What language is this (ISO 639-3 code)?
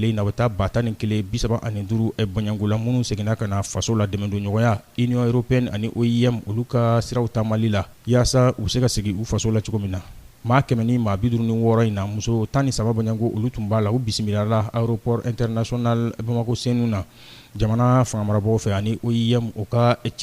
bam